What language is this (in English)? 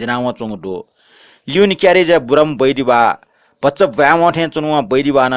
Newari